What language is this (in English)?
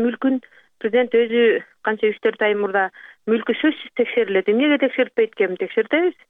Kyrgyz